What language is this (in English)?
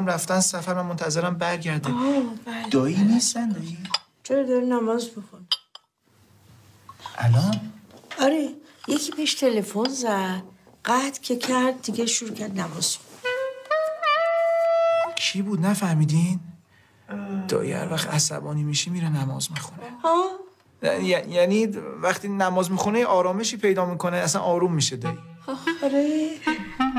Persian